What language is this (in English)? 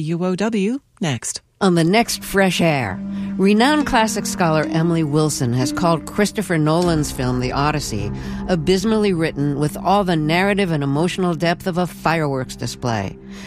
English